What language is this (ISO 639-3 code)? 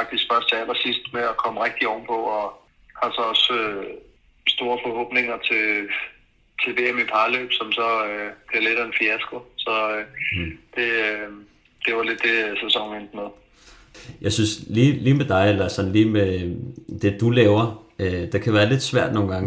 dan